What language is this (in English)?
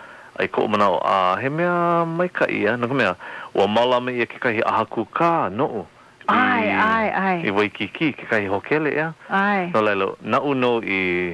Hawaiian